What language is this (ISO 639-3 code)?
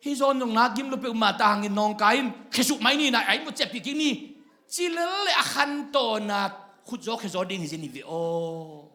ctd